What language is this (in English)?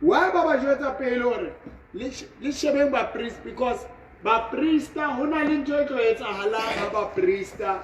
Southern Sotho